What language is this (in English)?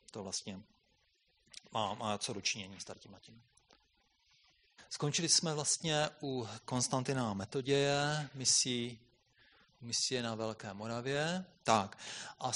Czech